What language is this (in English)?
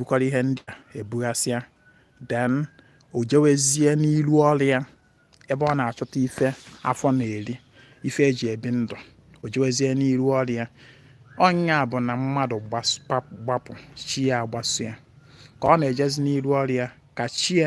Igbo